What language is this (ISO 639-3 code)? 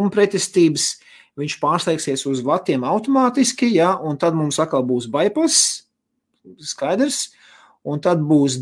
lav